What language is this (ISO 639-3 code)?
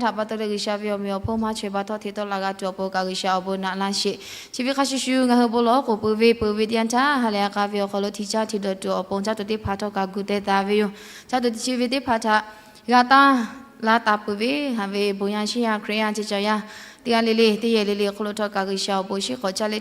lhu